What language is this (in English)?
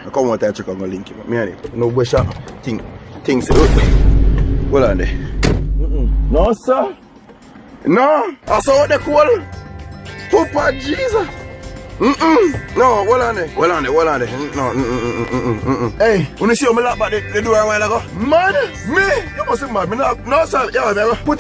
Jamaican Creole English